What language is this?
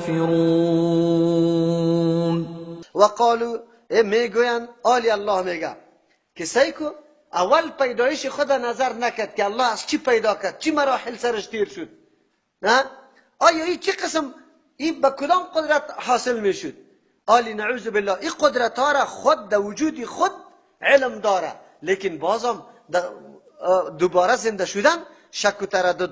Persian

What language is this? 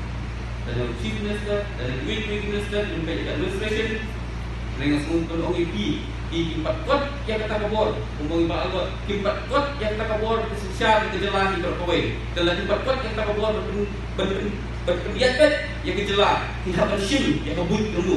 Khasi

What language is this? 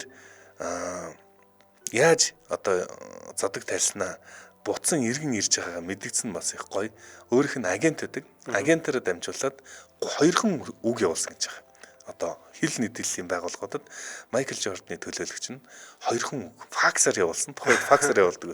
Mongolian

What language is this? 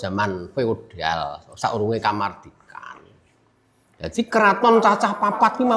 Javanese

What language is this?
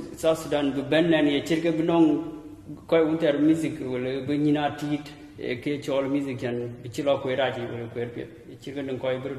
Dinka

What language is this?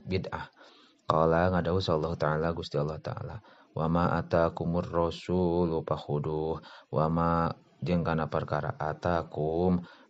Sundanese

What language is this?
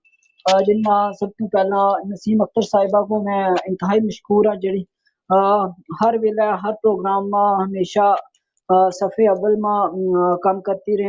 Gujari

